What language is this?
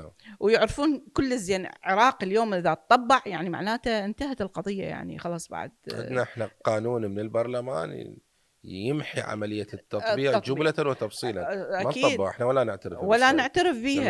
Mesopotamian Arabic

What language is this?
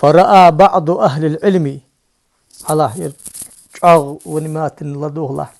Ingush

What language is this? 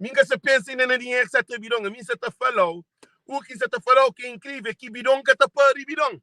Kabuverdianu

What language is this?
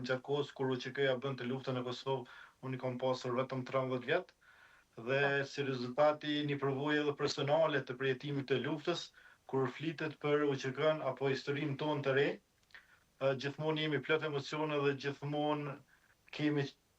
Albanian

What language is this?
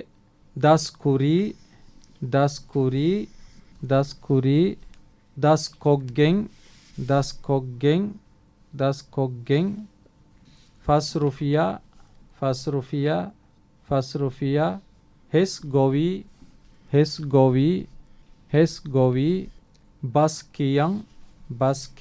Divehi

